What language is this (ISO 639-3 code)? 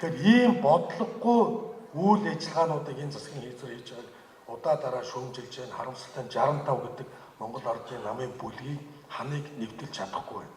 mon